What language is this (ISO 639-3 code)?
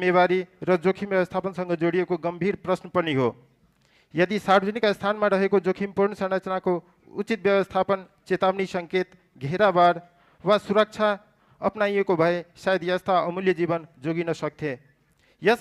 nep